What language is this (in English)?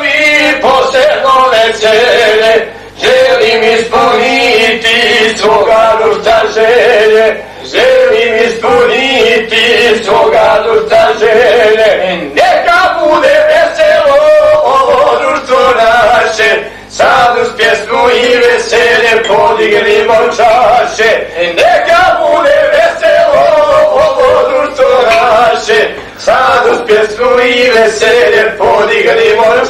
Bosnian